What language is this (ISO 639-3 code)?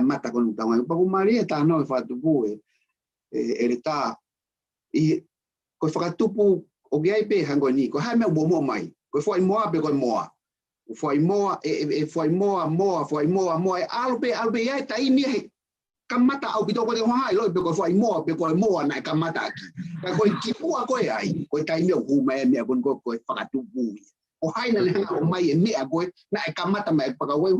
ton